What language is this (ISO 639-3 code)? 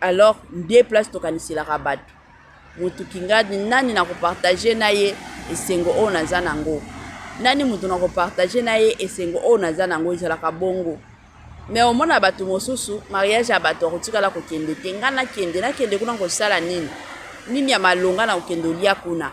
lin